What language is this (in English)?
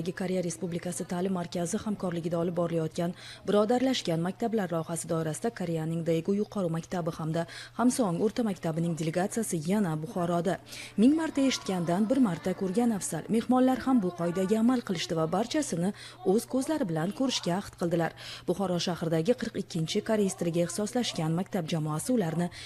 Uzbek